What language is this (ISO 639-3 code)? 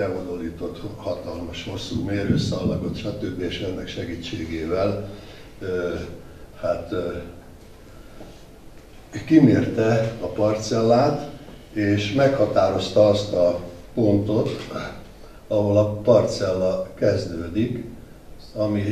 hun